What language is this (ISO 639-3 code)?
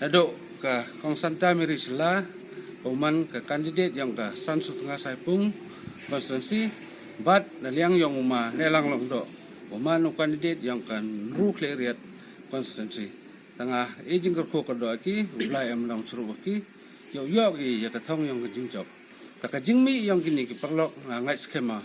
kha